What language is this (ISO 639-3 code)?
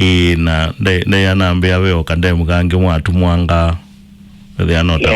kam